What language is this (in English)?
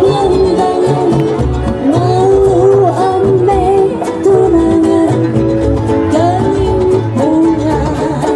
Betawi